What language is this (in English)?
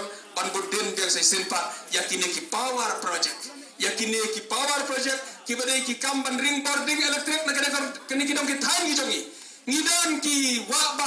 Khasi